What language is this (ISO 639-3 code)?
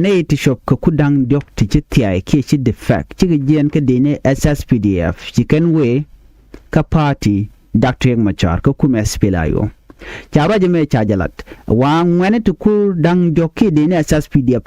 nus